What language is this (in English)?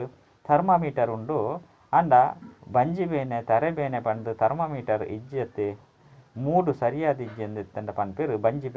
Tulu